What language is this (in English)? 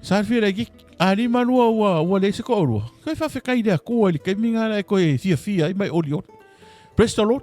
Samoan